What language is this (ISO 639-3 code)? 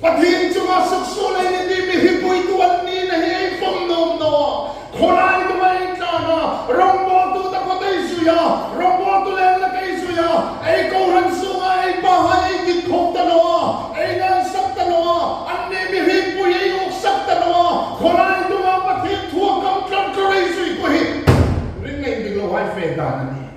hmr